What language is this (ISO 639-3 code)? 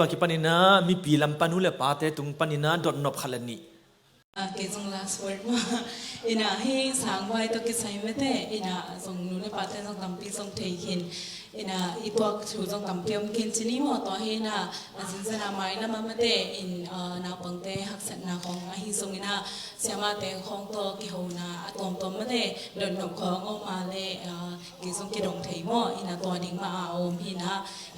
ctd